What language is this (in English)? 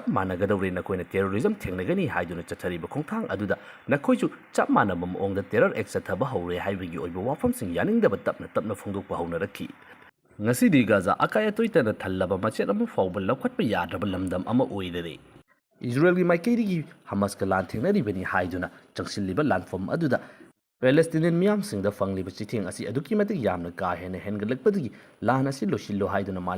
Manipuri